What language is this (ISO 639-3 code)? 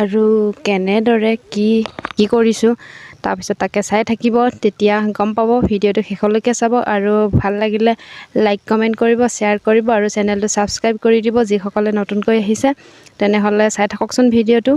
asm